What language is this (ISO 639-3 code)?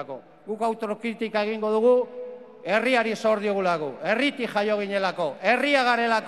eus